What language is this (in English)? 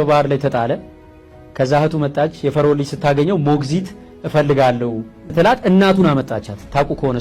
Amharic